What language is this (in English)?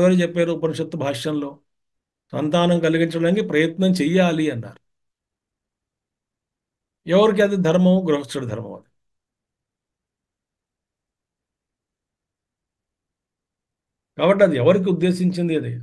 Telugu